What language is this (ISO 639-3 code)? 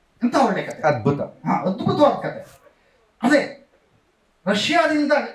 kan